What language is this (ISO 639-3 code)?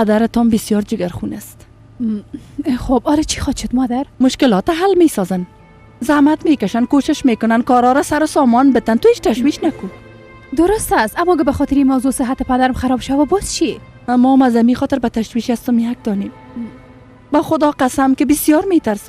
fas